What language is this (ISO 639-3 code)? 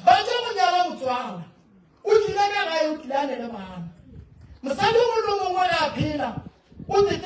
nso